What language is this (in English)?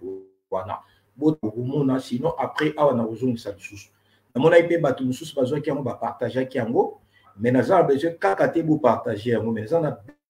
Lingala